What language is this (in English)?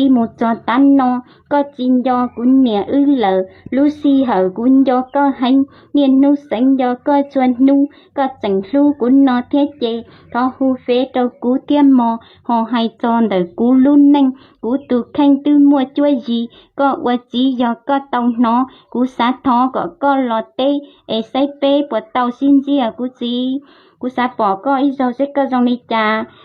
Hmong